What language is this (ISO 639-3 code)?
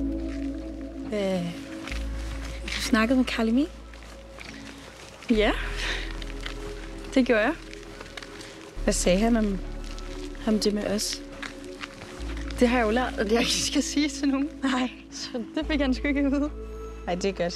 dan